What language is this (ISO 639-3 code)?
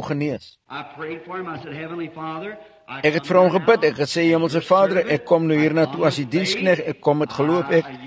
afr